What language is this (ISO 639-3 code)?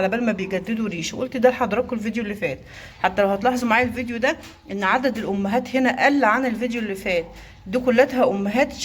arz